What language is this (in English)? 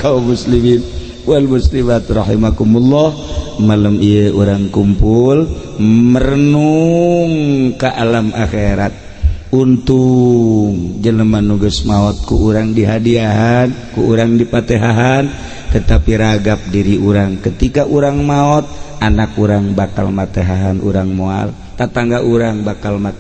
Sundanese